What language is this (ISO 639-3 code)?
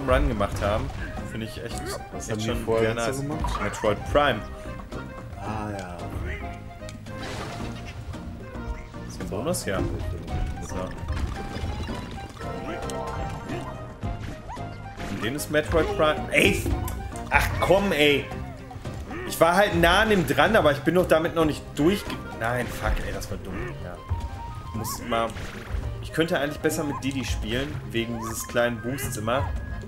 deu